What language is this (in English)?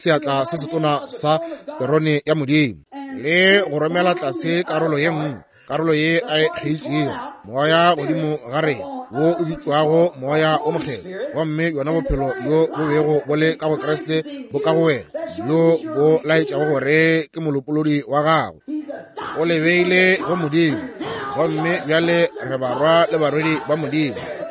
Northern Sotho